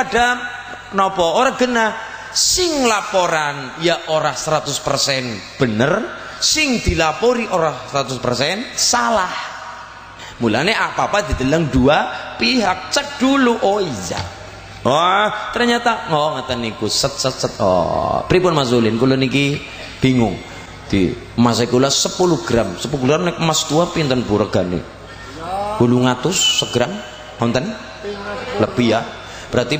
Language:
Javanese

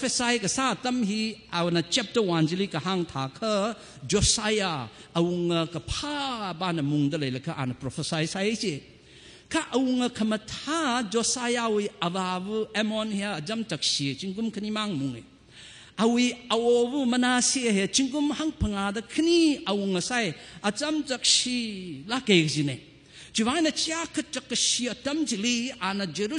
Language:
Tangkhul Naga (India)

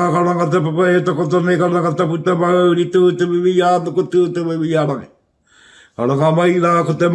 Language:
Māori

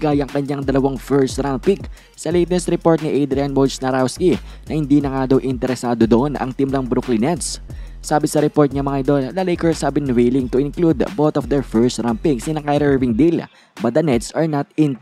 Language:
Filipino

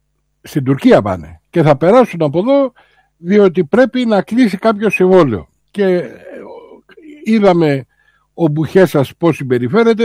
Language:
Greek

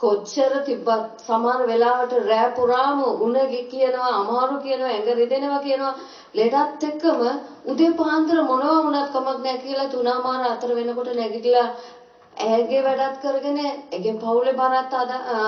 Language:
Sinhala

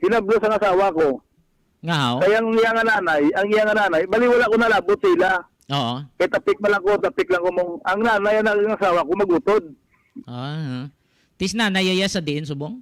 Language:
Hiligaynon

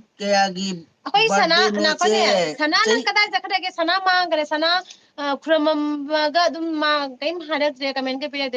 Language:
Manipuri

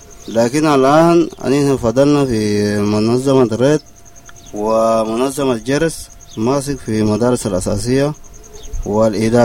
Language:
Sudanese Arabic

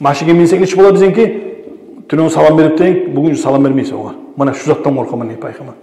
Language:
Kumyk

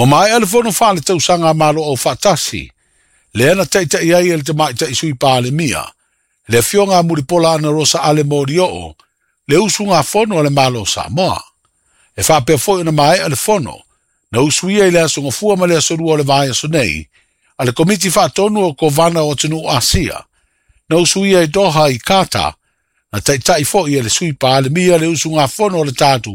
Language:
Samoan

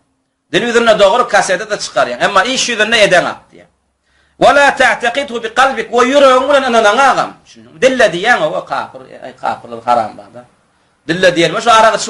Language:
Turkmen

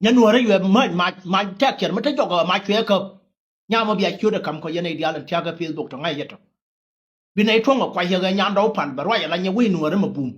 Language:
Nuer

